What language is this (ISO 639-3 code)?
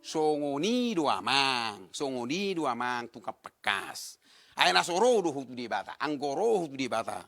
bbc